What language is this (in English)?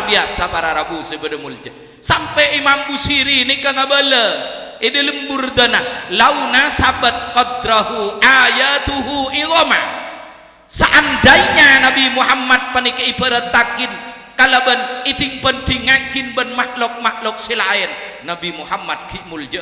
Madurese